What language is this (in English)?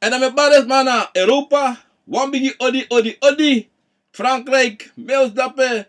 Sranan Tongo